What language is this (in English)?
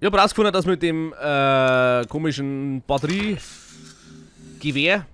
Bavarian